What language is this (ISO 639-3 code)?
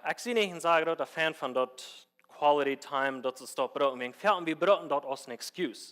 pdt